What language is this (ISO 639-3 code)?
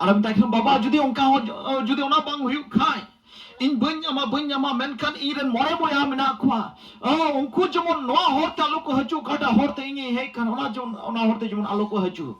sat